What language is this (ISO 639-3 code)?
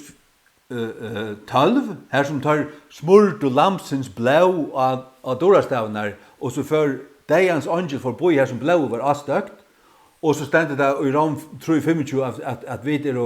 fao